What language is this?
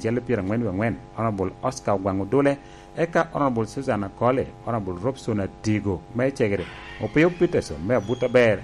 Lango (Uganda)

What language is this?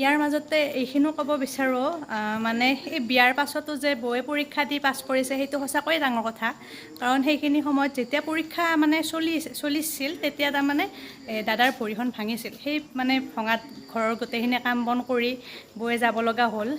Assamese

